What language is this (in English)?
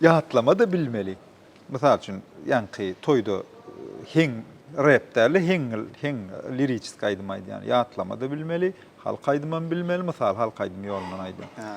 Turkmen